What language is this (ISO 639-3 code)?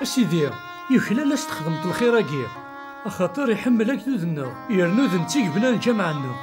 kab